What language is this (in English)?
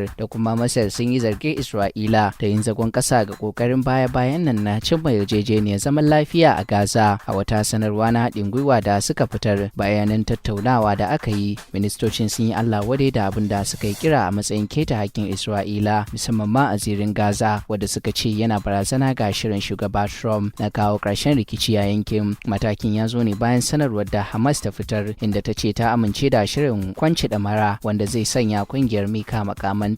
Hausa